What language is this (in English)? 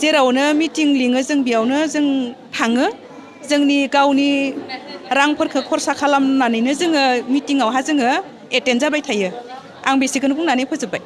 Bodo